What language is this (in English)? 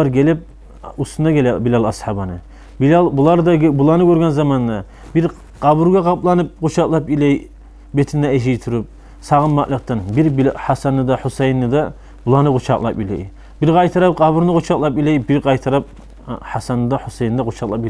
Kumyk